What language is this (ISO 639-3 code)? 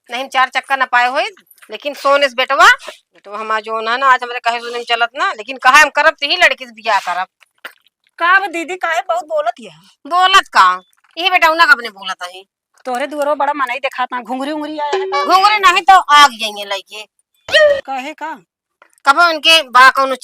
awa